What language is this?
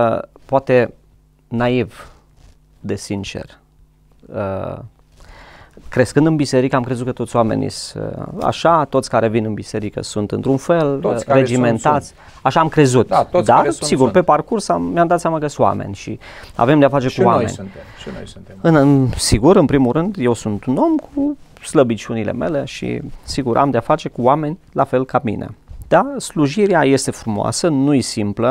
Romanian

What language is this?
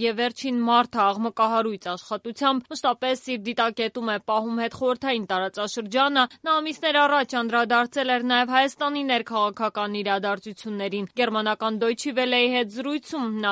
Armenian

